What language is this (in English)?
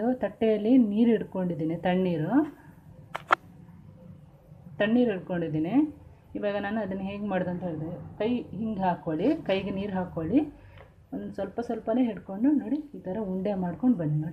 Kannada